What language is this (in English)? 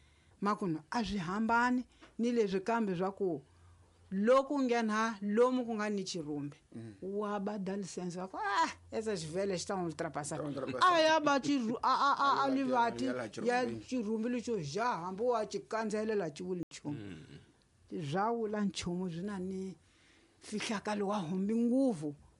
Tsonga